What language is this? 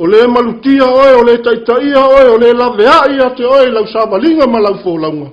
Samoan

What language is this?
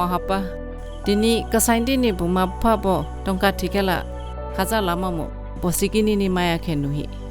Dimasa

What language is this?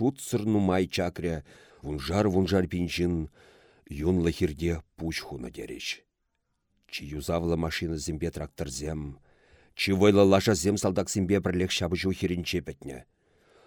Chuvash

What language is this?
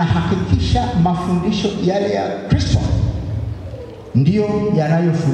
Swahili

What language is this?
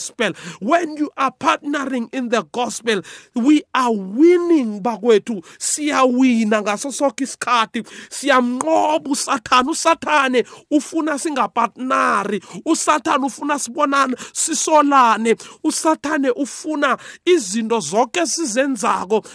South Ndebele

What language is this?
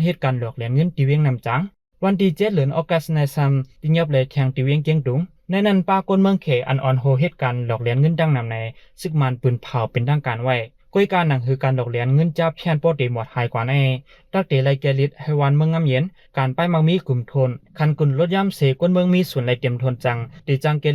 Shan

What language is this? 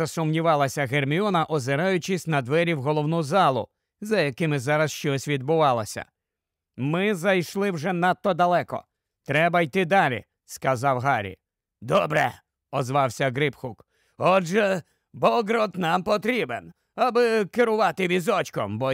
Ukrainian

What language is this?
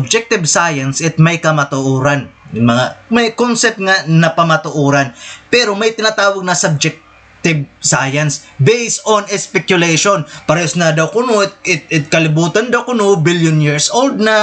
Waray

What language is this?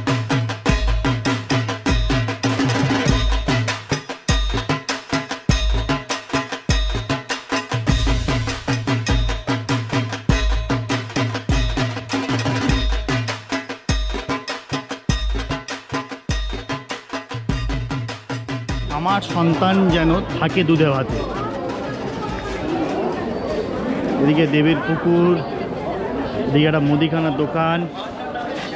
Bangla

